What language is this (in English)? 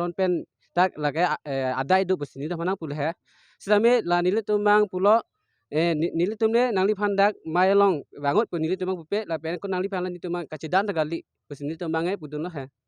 Karbi